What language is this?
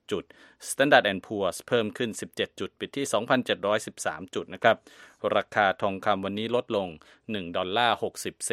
Thai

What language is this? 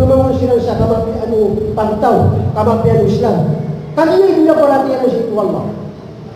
Maranao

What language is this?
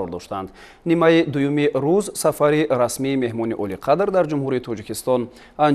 Tajik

